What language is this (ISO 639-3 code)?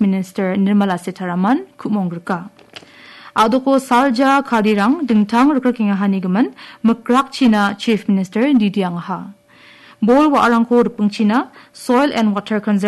grt